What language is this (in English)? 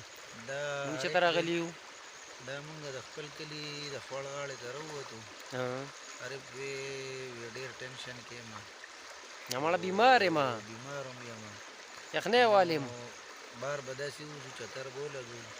Pashto